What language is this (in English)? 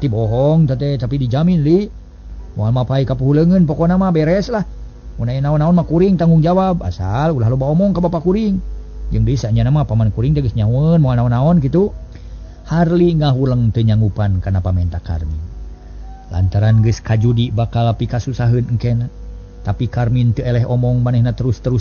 Sundanese